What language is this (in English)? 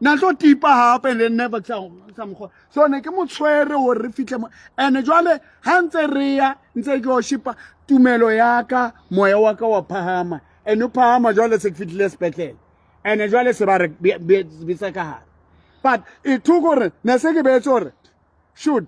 Southern Sotho